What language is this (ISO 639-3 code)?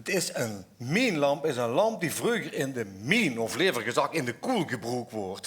lim